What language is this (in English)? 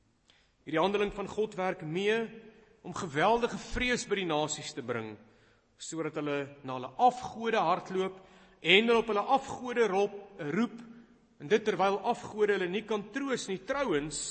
Afrikaans